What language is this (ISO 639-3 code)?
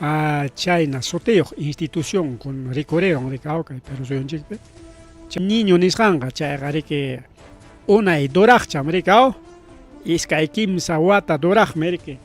quy